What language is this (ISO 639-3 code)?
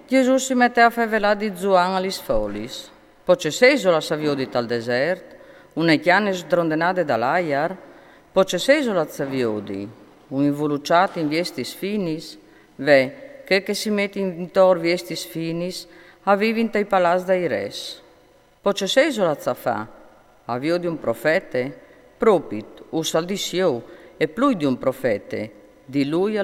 fur